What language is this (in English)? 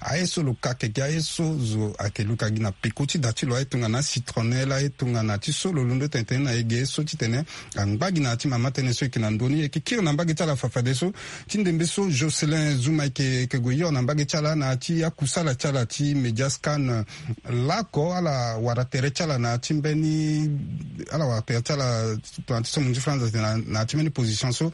Sango